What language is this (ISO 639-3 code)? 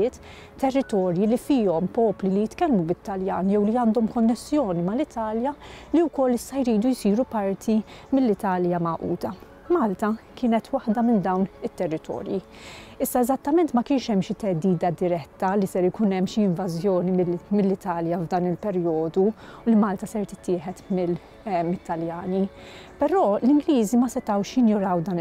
mlt